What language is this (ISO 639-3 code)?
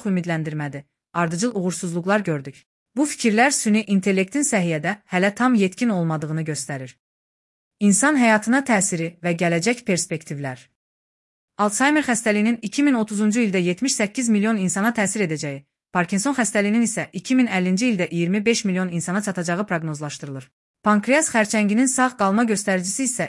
aze